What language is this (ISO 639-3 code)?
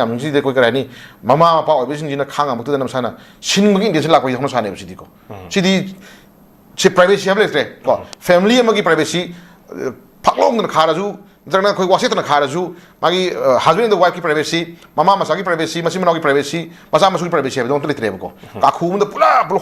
mni